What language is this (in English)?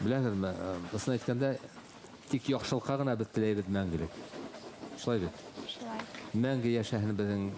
Bashkir